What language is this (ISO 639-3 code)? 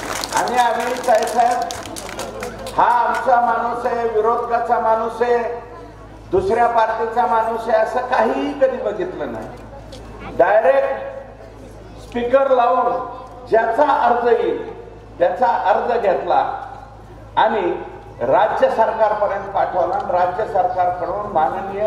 mar